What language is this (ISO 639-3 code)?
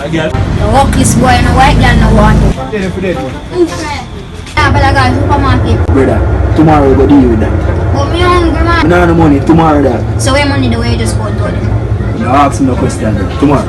jam